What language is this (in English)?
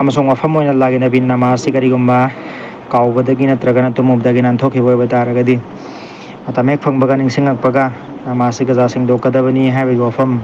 Manipuri